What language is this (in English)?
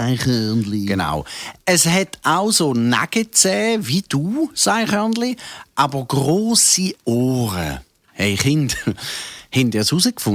Swiss German